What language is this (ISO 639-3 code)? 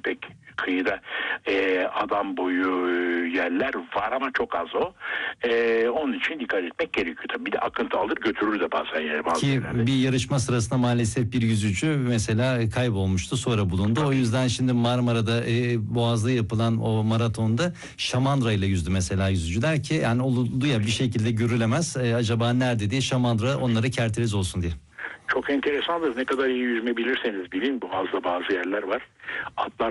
tur